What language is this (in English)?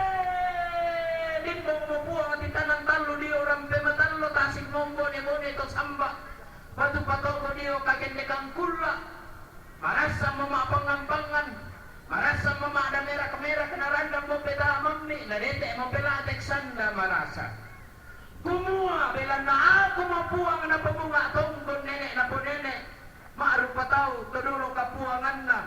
Toraja-Sa'dan